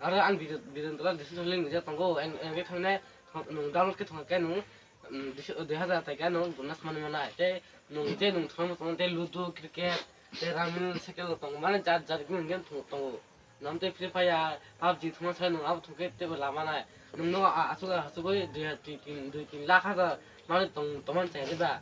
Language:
Kok Borok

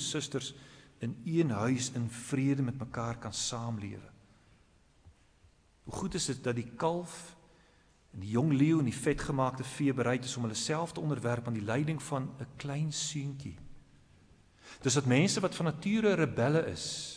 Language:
Afrikaans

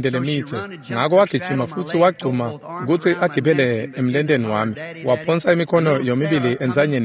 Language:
Swati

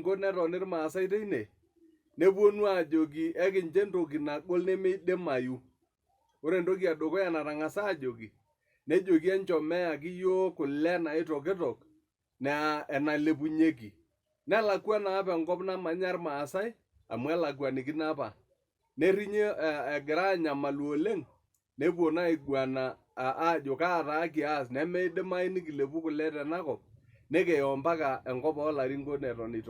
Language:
Masai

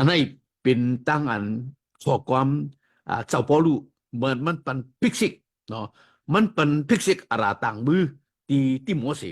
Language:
Shan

